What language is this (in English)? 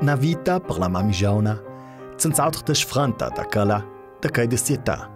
Ladin